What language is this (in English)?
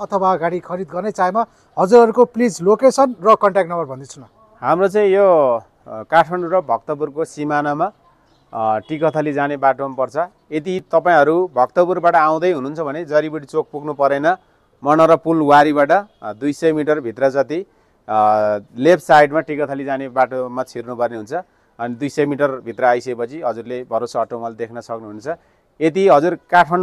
Nepali